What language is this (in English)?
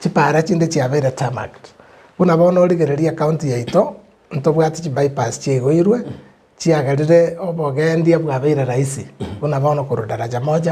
Gusii